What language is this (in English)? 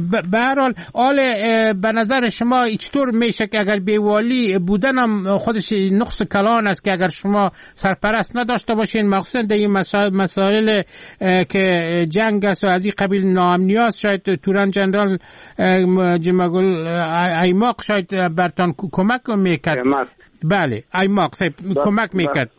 Persian